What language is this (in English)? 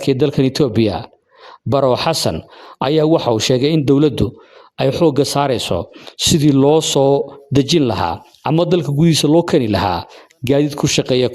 Somali